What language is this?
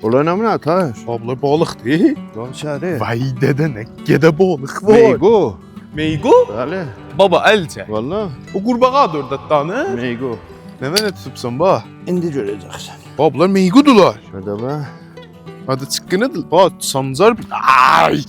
South Azerbaijani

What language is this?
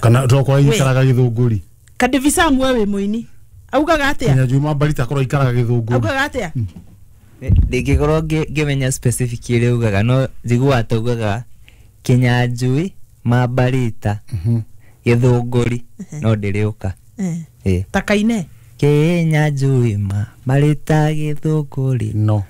Kikuyu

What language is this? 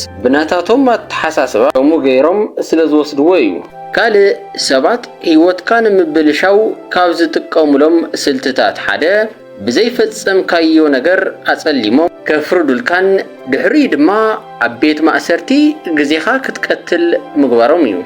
Tigrinya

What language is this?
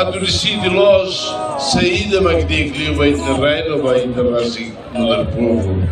Tetum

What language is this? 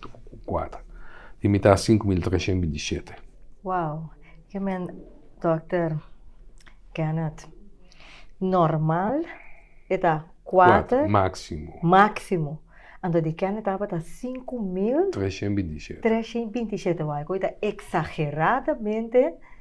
Papiamento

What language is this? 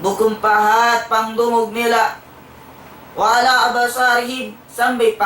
Tausug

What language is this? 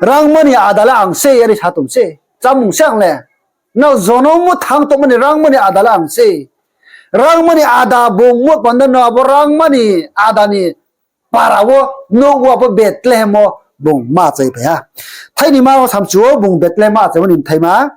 Riang (India)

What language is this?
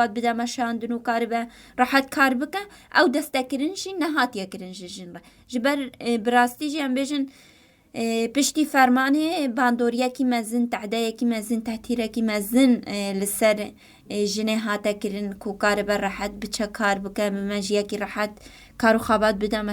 Kurdish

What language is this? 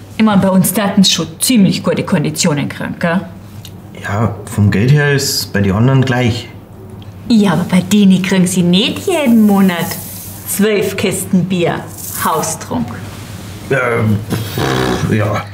Bavarian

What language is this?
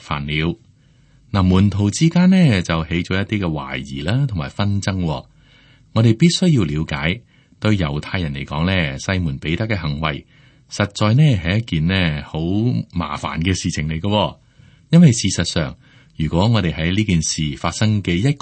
Cantonese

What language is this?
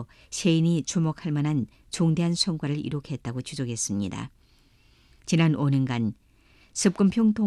Korean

